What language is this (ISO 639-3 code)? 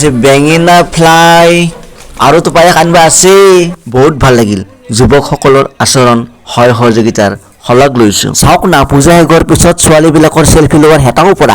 asm